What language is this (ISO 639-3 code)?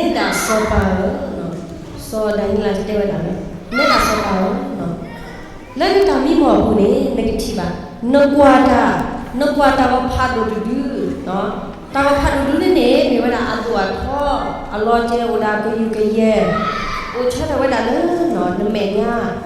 ksw